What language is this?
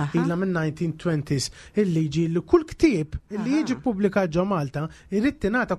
Maltese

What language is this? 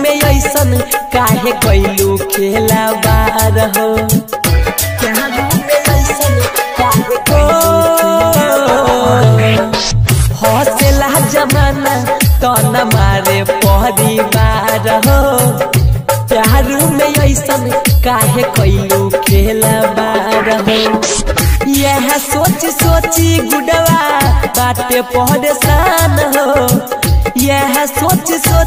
Bhojpuri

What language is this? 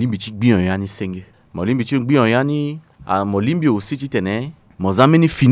Sango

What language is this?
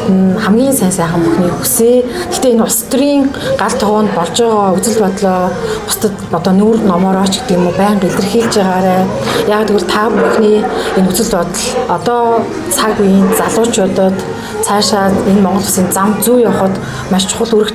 Mongolian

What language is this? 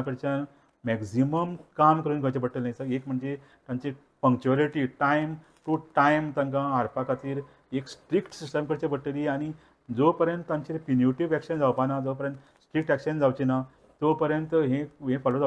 Konkani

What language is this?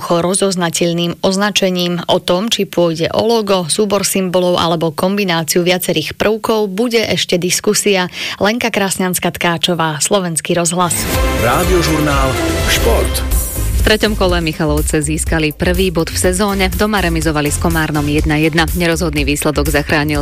Slovak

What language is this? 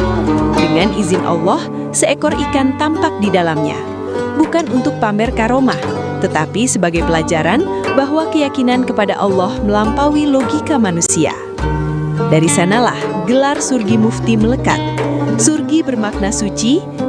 Banjar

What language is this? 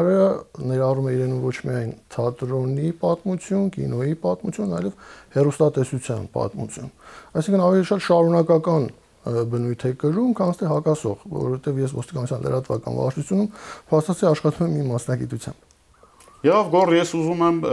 Armenian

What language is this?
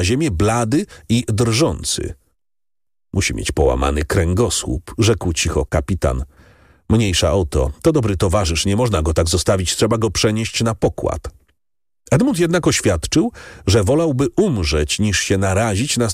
Polish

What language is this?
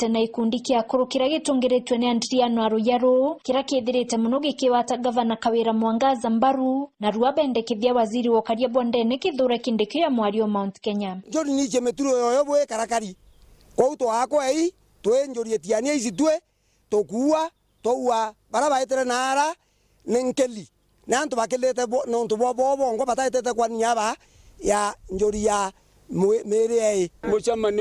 Meru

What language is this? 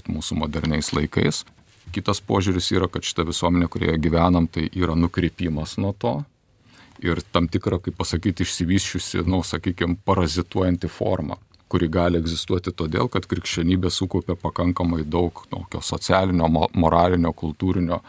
Lithuanian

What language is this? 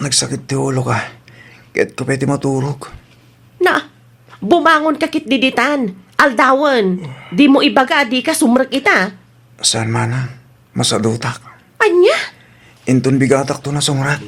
Iloko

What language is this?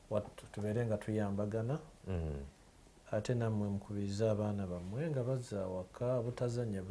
Ganda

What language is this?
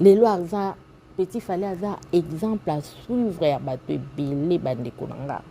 Lingala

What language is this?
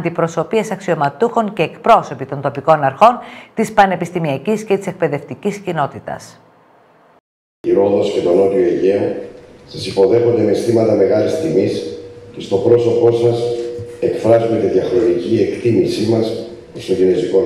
Greek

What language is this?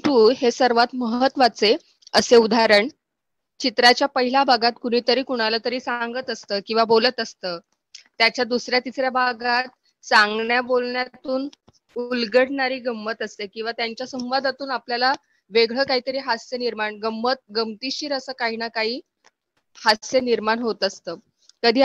Marathi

